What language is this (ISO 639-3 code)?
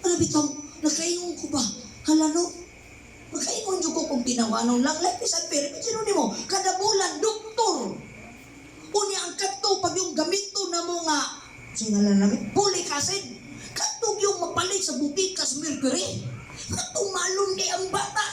ceb